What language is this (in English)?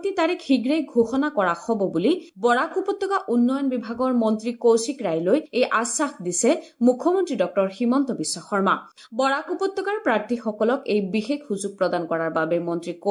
Assamese